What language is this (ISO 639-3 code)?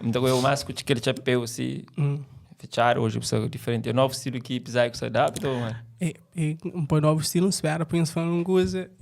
kea